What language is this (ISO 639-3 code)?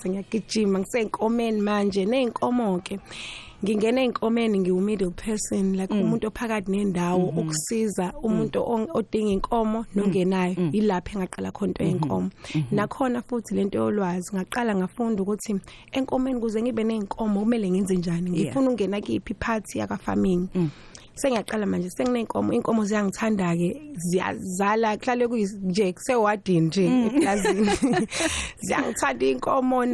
zul